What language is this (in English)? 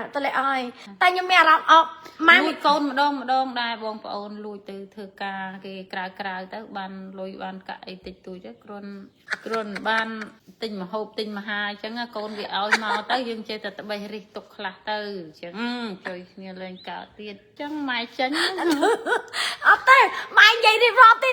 Khmer